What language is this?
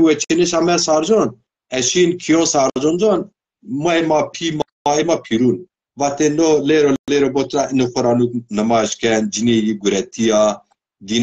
Zaza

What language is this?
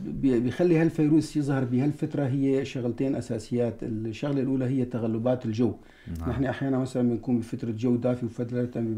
North Levantine Arabic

